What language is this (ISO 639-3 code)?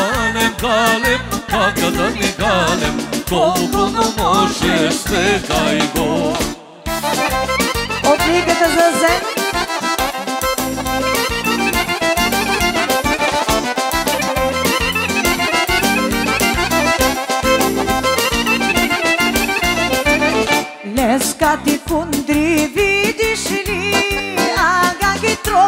bul